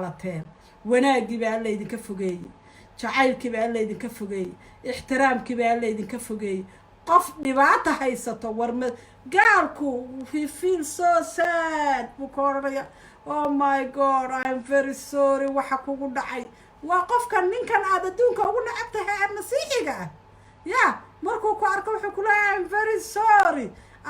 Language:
Somali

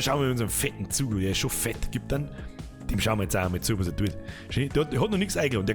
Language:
Bavarian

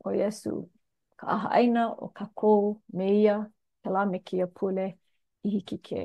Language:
Hawaiian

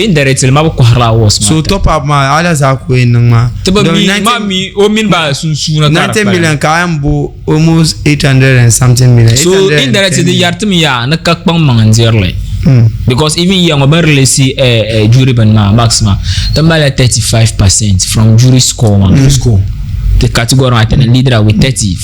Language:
Dagbani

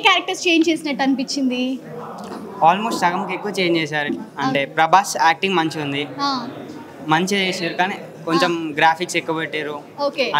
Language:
Telugu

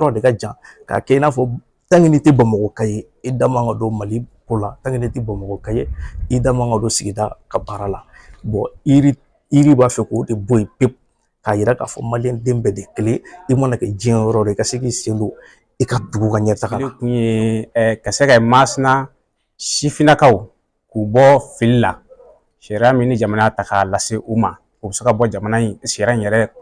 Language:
Bambara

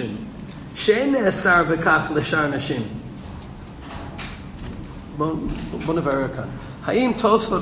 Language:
Hebrew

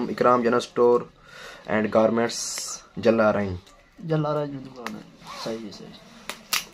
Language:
Saraiki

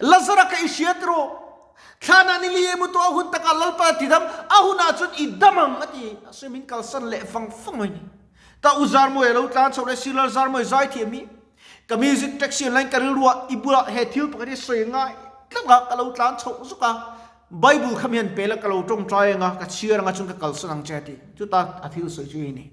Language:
Mizo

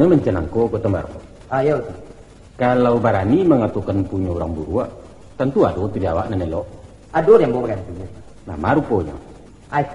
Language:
Minangkabau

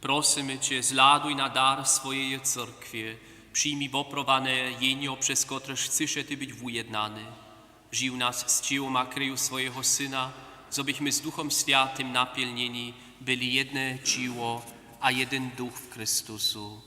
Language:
Upper Sorbian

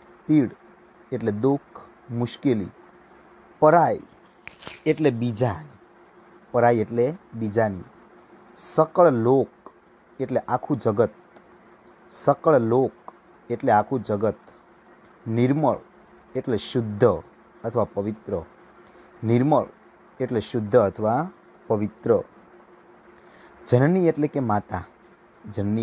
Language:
Gujarati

